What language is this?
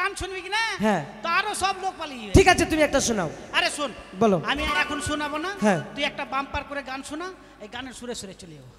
Bangla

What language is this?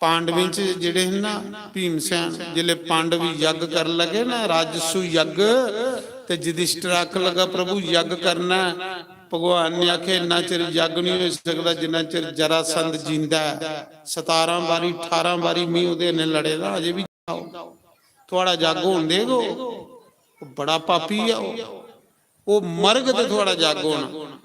Dogri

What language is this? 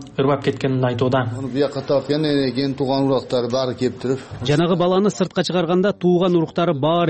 Kyrgyz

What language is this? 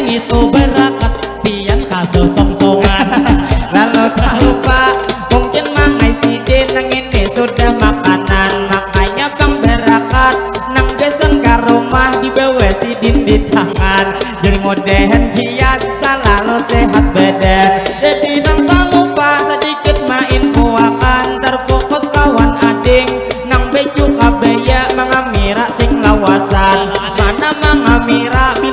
Banjar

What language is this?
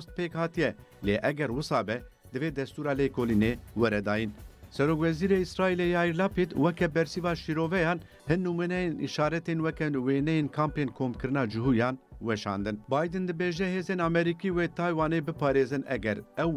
Kurdish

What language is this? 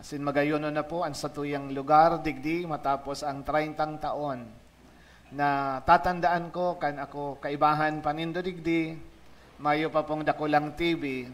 Bikol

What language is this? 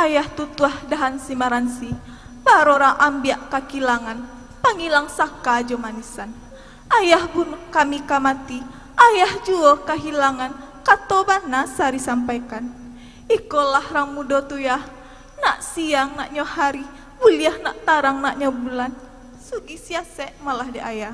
Minangkabau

